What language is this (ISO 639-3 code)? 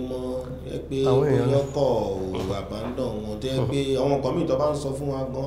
yor